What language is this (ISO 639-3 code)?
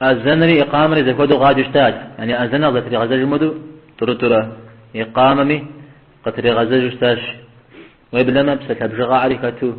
kbd